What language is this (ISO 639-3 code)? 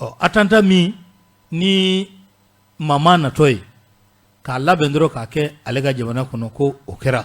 bam